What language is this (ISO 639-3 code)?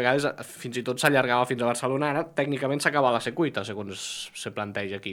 cat